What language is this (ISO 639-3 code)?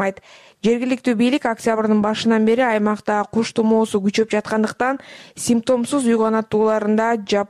kir